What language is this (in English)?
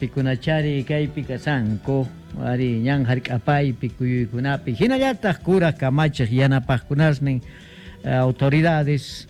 South Bolivian Quechua